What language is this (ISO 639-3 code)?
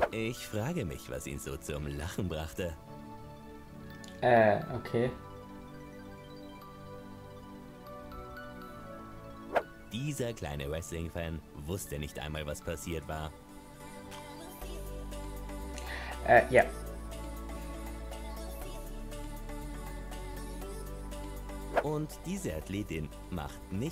deu